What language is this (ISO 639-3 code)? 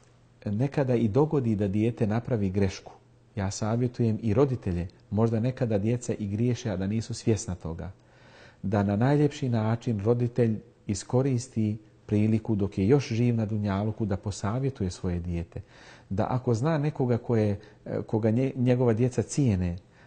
bos